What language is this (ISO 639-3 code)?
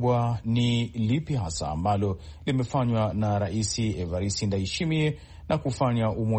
swa